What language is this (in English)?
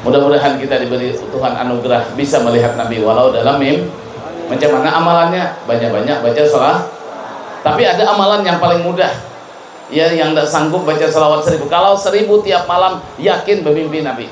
Banjar